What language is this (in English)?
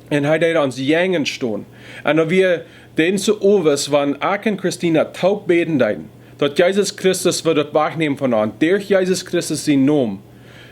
Plautdietsch